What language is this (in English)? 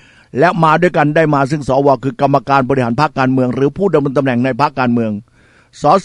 Thai